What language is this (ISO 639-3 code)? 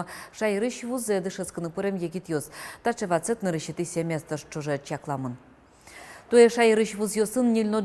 udm